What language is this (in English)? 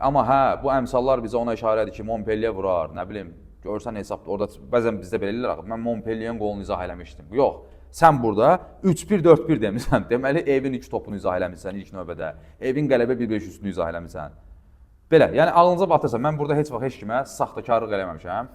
Azerbaijani